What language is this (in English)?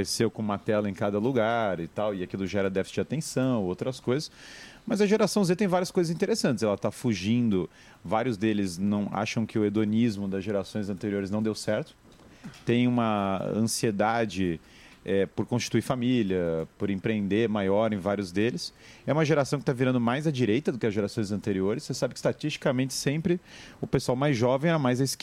Portuguese